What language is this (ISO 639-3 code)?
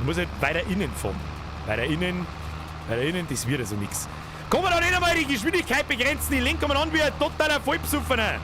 bar